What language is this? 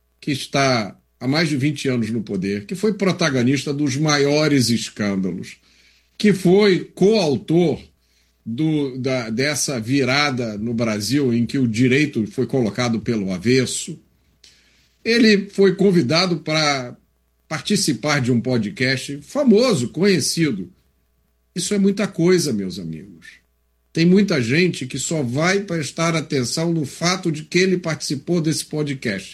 Portuguese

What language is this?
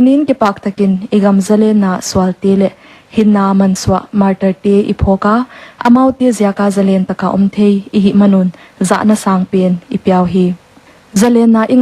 Paite Chin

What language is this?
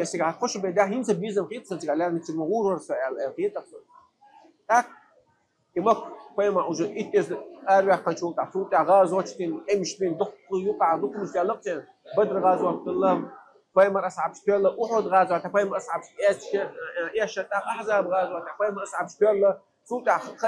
Chechen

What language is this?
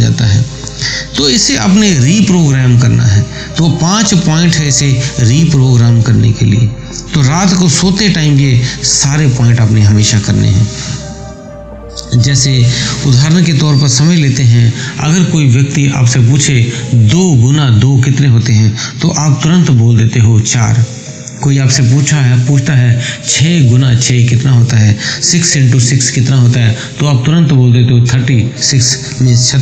Hindi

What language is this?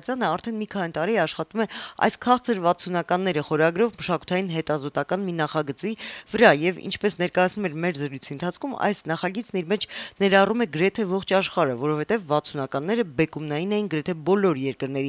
Armenian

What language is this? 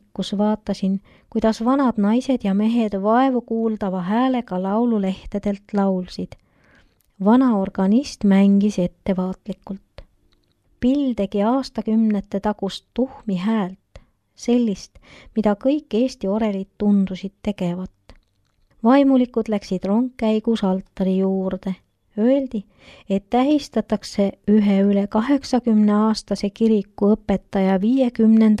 Estonian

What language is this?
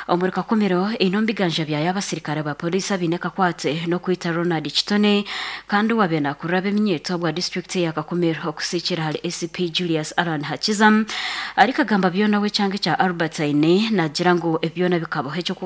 Nyankole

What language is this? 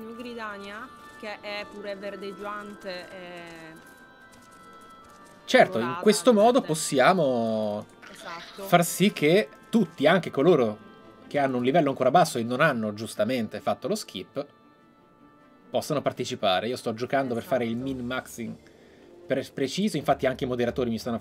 Italian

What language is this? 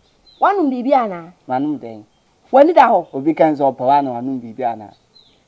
Akan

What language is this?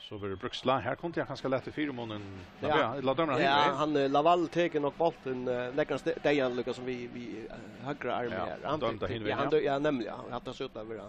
Faroese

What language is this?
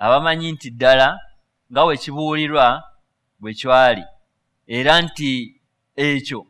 Ganda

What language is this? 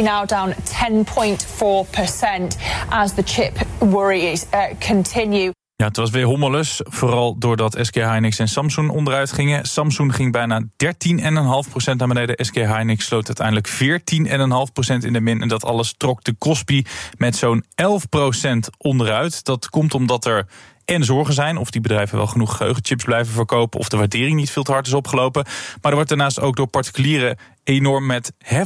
Dutch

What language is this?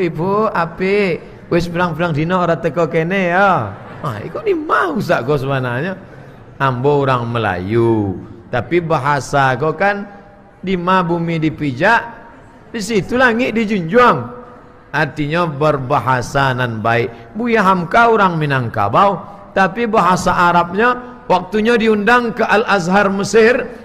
Minangkabau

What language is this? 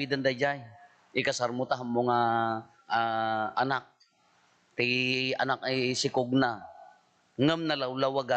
Iloko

